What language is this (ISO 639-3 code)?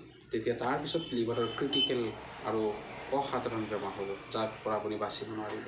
asm